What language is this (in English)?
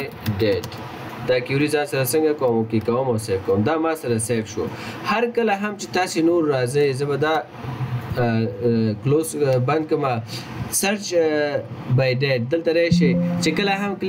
Pashto